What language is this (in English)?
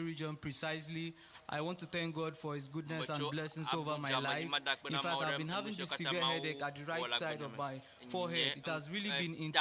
Ewe